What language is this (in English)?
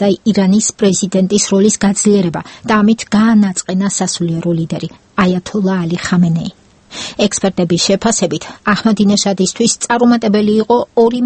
Georgian